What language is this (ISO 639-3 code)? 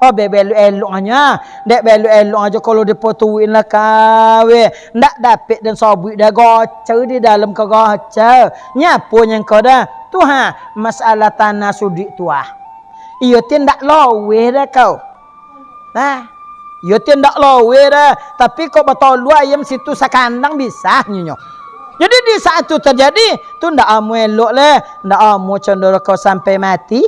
min